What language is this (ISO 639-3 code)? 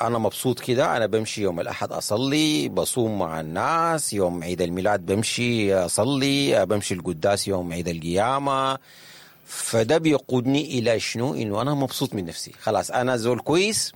apd